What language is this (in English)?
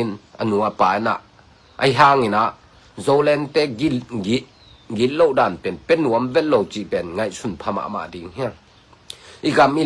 Tedim Chin